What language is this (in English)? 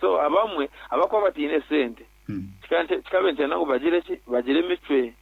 Nyankole